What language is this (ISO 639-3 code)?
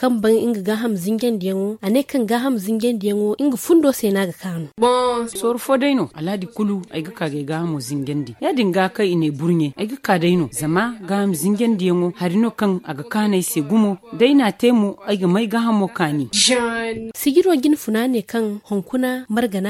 dje